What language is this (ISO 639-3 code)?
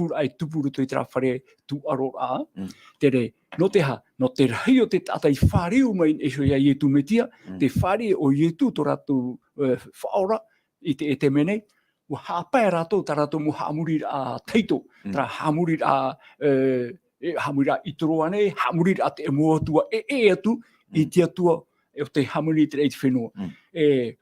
tah